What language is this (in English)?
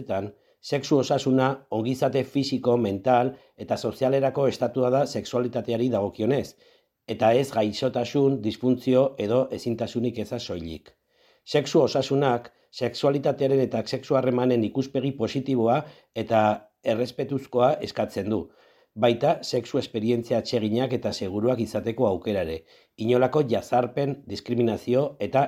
Basque